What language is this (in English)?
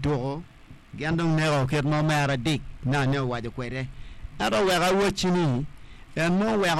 Acoli